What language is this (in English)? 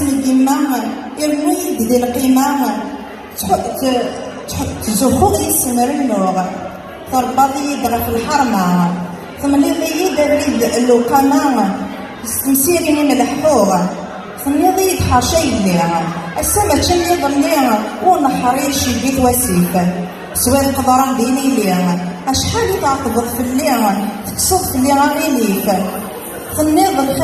Kabyle